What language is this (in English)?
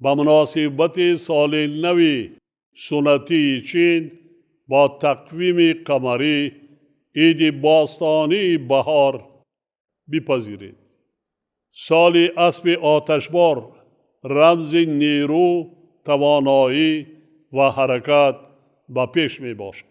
Tajik